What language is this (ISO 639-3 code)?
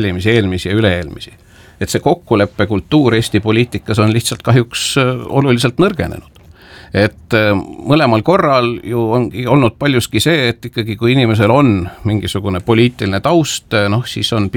est